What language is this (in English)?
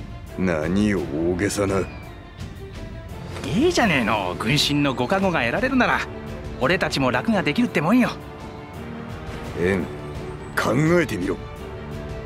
Japanese